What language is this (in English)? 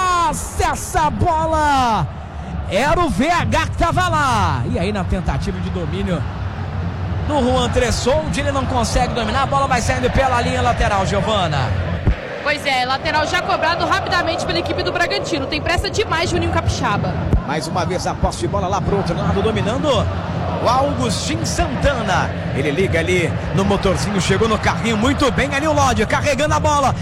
Portuguese